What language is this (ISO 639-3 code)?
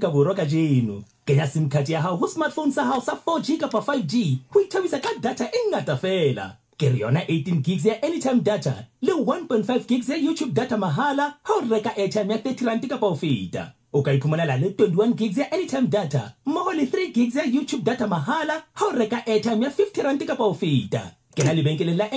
sot